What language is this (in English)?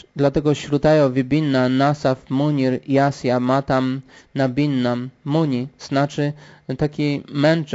Polish